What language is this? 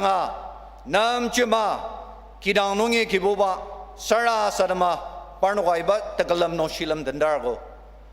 Ao Naga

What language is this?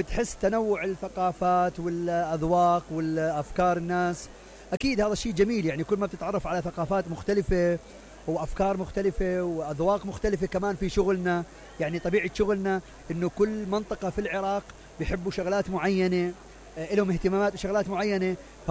Mesopotamian Arabic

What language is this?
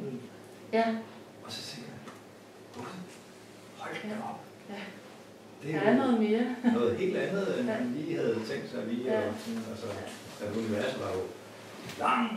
Danish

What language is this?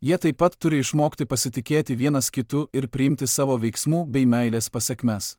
Lithuanian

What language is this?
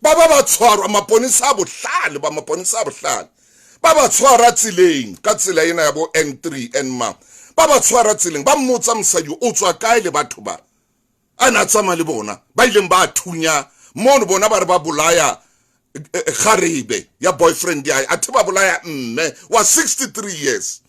Southern Sotho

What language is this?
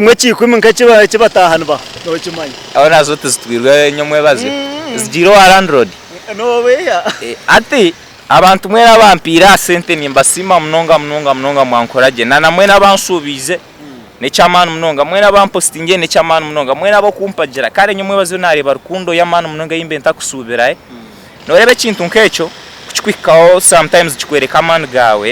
Nyankole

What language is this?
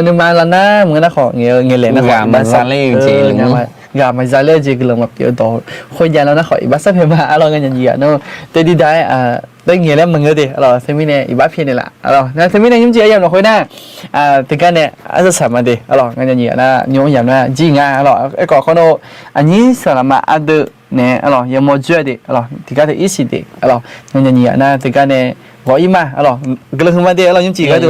Akha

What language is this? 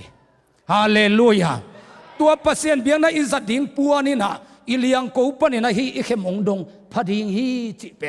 Tedim Chin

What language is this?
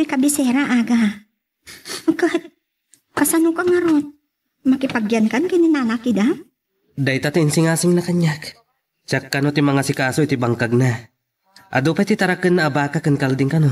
Iloko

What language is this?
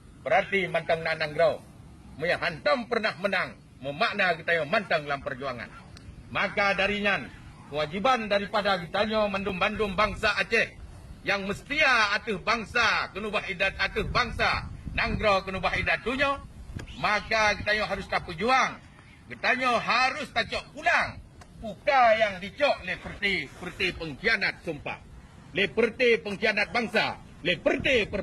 Achinese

